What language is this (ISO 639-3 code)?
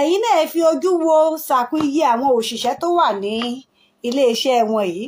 yor